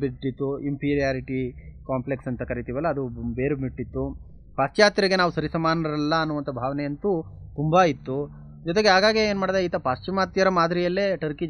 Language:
Kannada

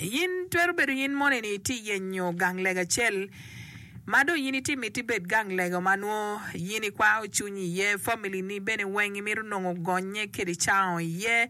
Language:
Acoli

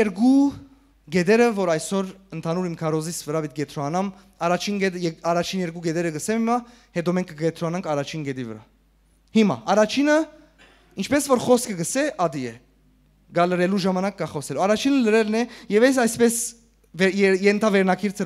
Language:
Western Armenian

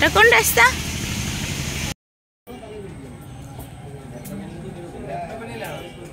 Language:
Bangla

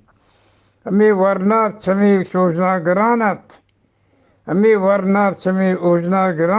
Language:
Eastern Balochi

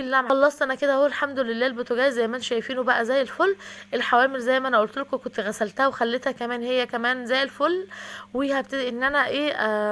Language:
Egyptian Arabic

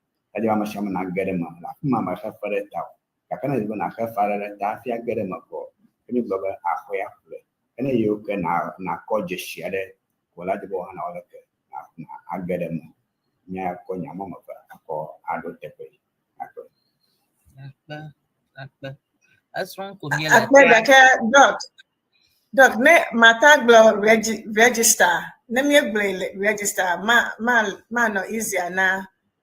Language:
Ewe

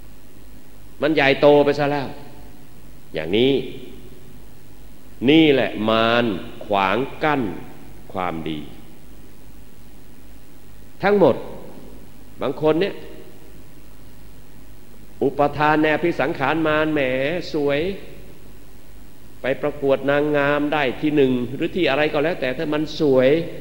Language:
Thai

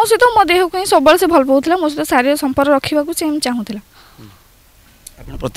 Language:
Odia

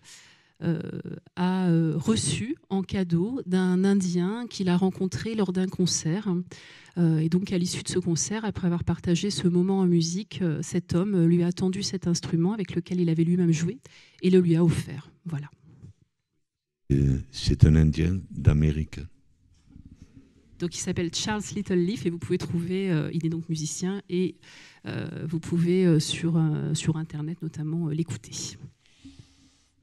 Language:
French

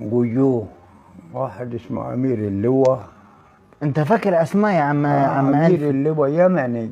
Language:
Egyptian Arabic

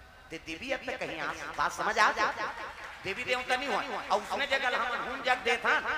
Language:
Chhattisgarhi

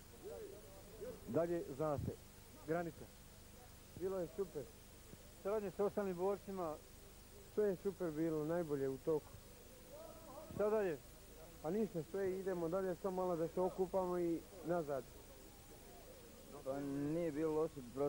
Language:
Bosnian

